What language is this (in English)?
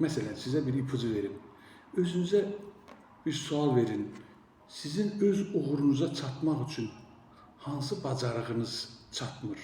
Azerbaijani